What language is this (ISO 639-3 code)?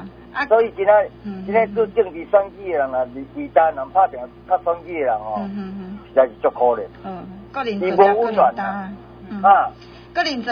nan